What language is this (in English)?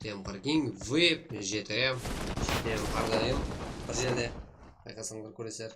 Kara-Kalpak